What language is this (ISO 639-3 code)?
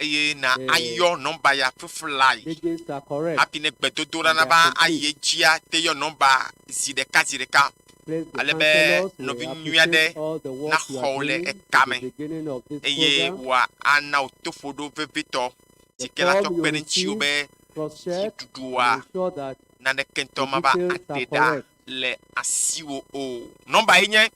ewe